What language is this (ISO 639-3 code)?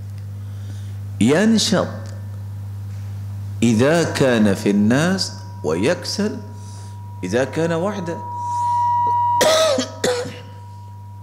urd